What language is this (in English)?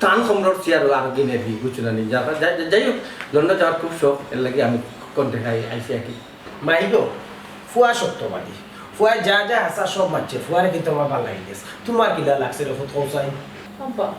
Sylheti